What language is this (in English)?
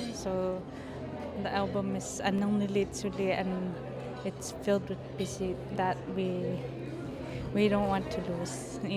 Inuktitut